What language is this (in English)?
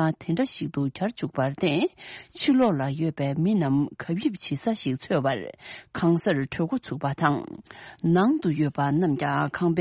Tibetan